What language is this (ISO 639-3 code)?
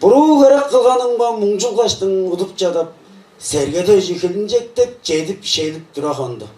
tyv